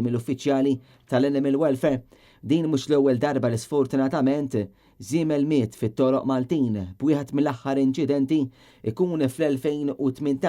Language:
Maltese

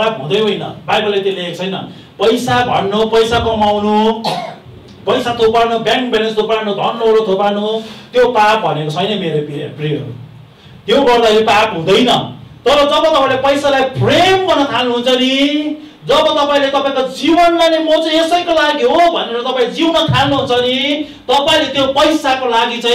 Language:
Nepali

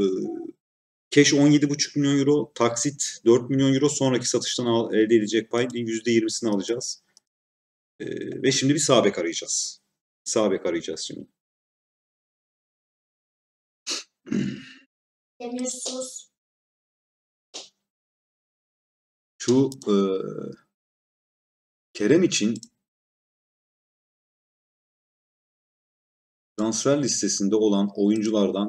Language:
Turkish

